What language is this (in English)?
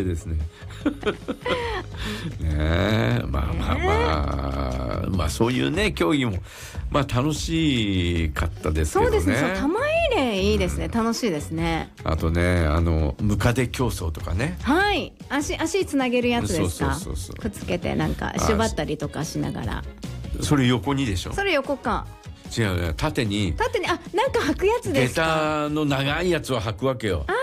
Japanese